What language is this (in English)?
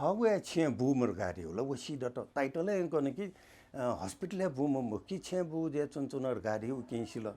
Newari